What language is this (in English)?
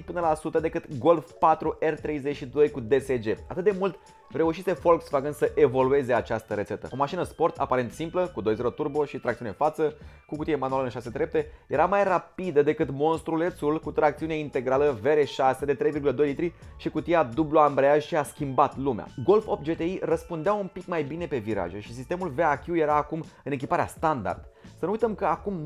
Romanian